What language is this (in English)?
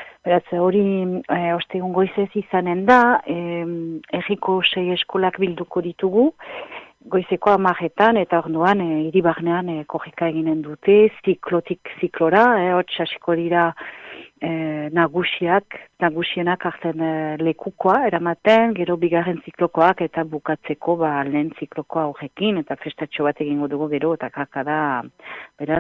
Basque